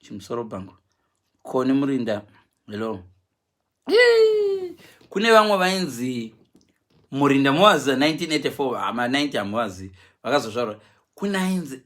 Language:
Shona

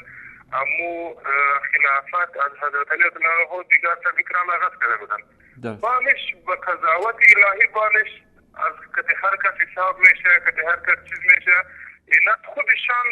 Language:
Persian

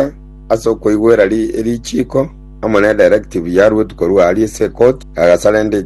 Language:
Gusii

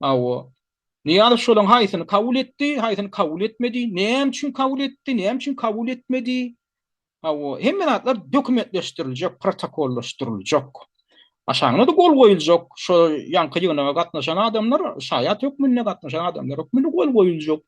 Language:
Turkmen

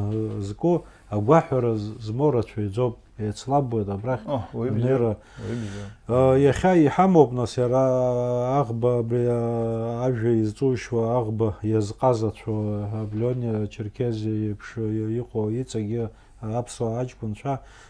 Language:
Abkhazian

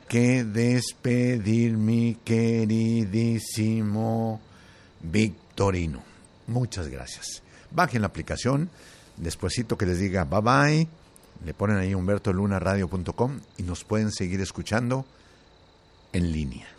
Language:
Spanish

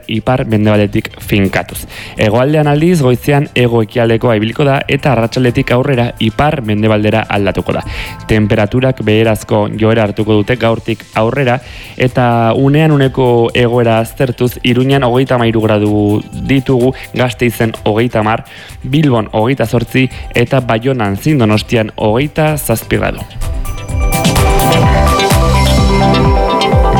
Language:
Basque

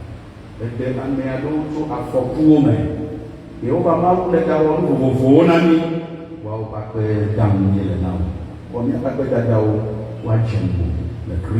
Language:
Ewe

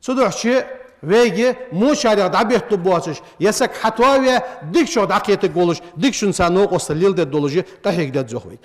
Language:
Ingush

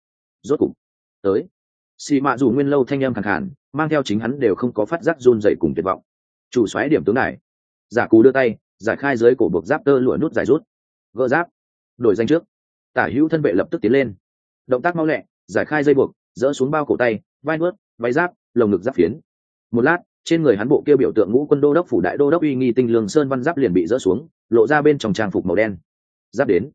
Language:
Vietnamese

